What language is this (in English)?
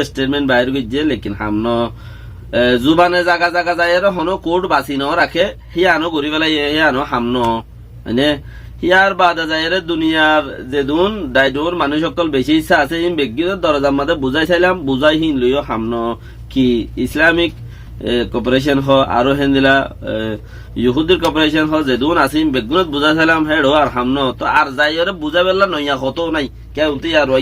Rohingya